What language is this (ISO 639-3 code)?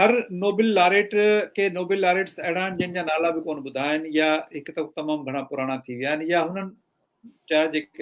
snd